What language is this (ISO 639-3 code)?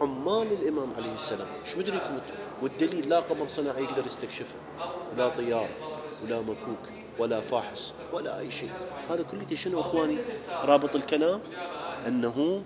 acm